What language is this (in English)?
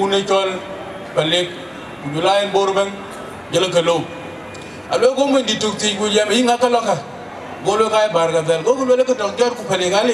Dinka